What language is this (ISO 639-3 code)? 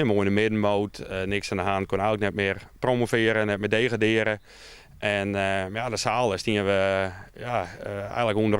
fry